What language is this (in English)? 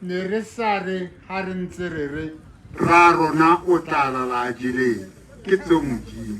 Tswana